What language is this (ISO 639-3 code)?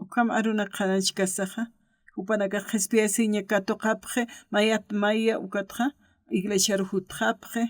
aym